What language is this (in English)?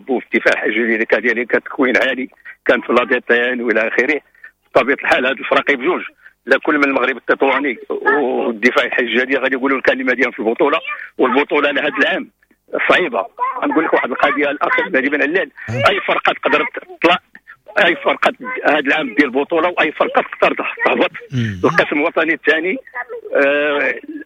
Moroccan Arabic